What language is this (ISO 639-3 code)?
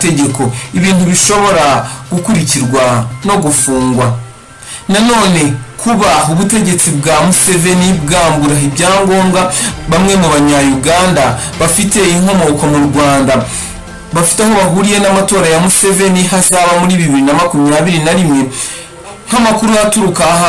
kin